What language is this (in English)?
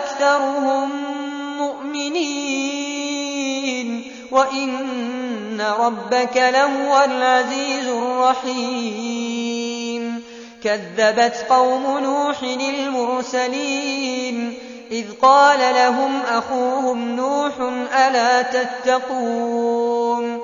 Arabic